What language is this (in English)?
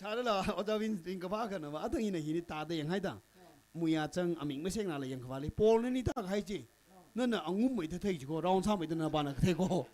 Tangkhul Naga (India)